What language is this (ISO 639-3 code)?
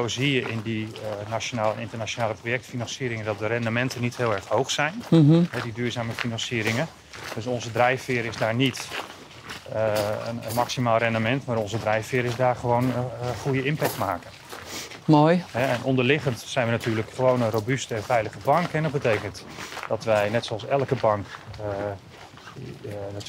nld